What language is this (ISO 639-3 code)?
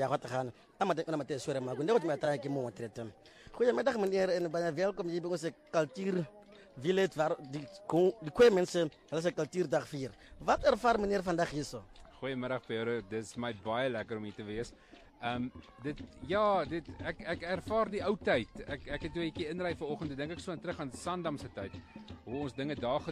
afr